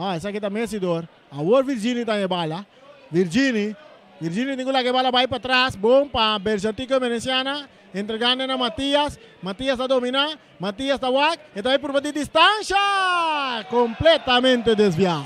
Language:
Papiamento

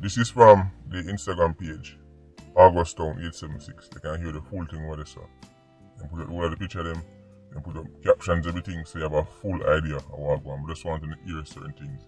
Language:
Jamaican Creole English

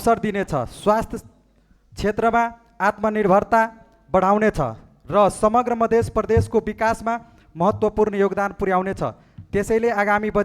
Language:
Nepali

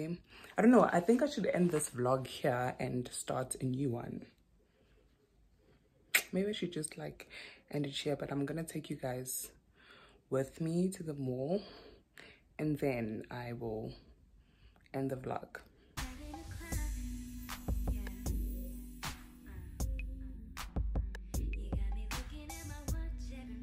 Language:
English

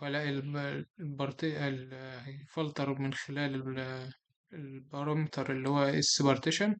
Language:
Egyptian Arabic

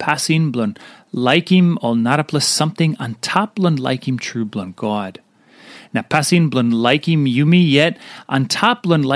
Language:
Tok Pisin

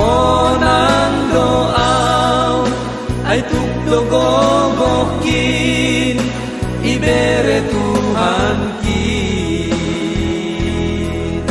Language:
Batak Simalungun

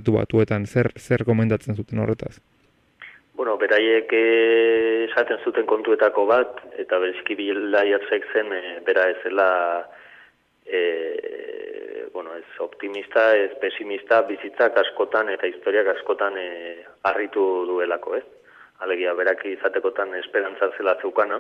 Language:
Basque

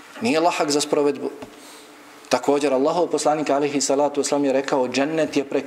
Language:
Bosnian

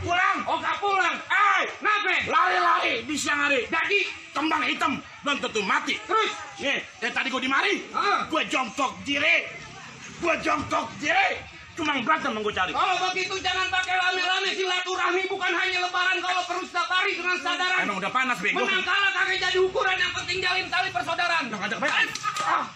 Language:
Betawi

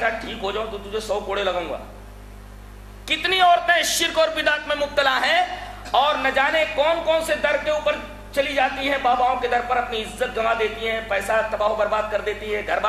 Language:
Urdu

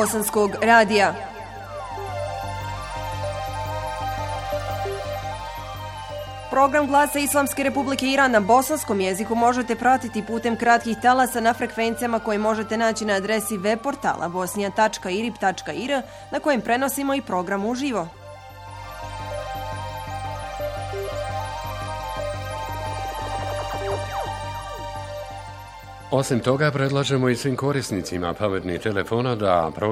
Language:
Bosnian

